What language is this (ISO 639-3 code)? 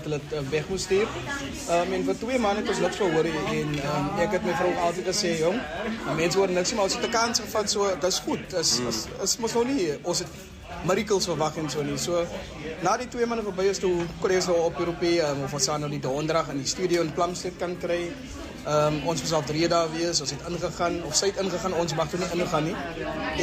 afr